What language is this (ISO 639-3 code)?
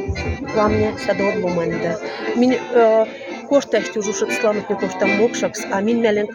mdf